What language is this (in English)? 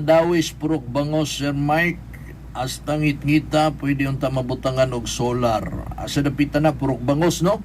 Cebuano